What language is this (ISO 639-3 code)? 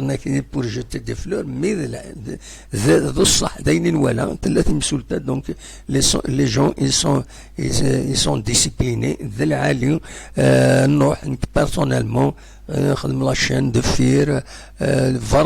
kab